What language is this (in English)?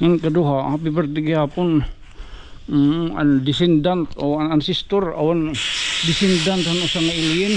Waray